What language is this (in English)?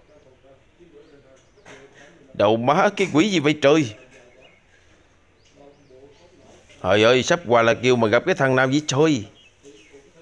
Vietnamese